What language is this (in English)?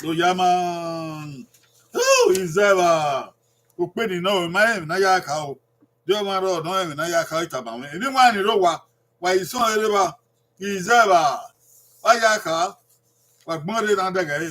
Bini